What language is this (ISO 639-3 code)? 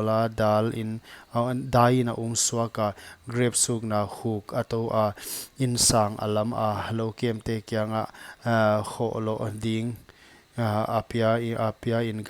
pck